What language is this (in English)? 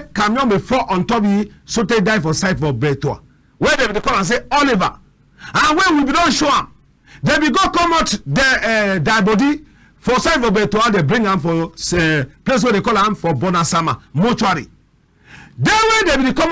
Cameroon Pidgin